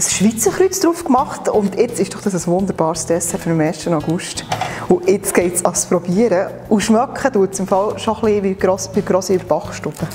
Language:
Swiss German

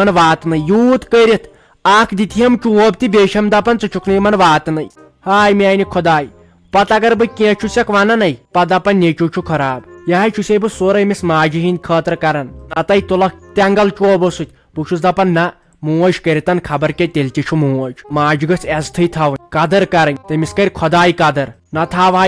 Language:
Kashmiri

